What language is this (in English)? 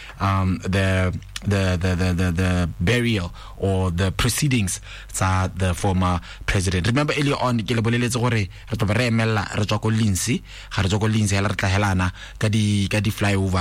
Tswana